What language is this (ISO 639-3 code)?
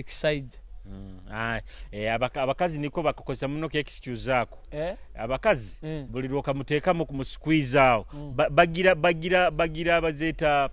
nyo